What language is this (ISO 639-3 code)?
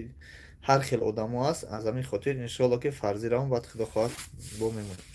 tgk